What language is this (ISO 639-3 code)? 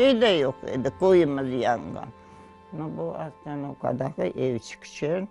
crh